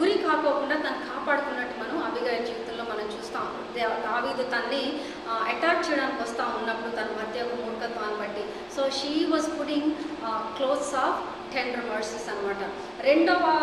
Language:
Telugu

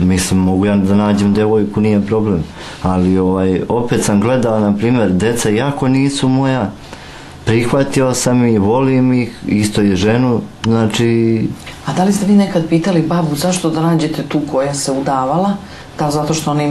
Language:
Serbian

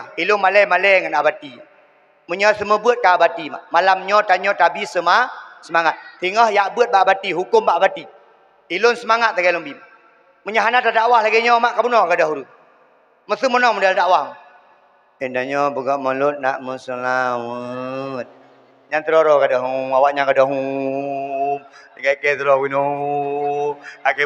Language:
Achinese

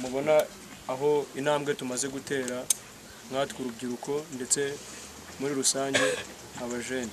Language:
Kinyarwanda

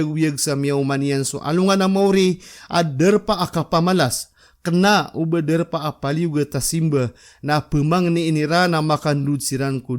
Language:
Maranao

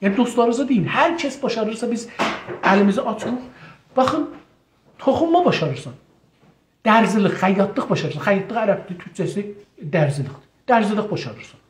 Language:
South Azerbaijani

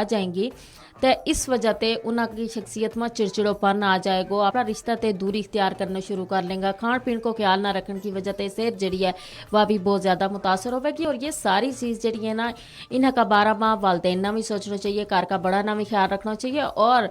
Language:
Gujari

